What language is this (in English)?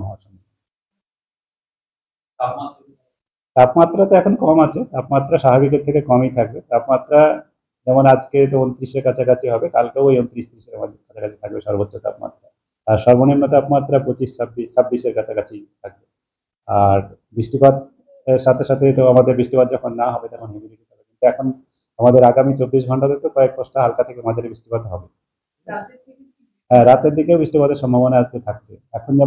Bangla